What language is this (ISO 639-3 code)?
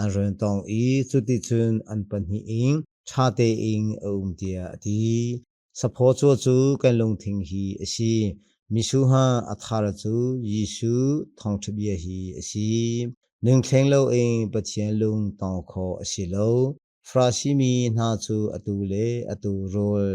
cnh